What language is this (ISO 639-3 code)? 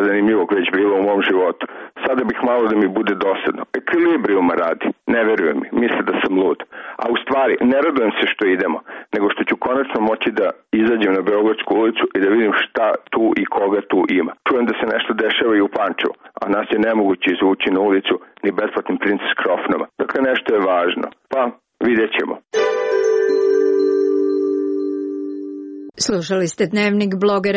srp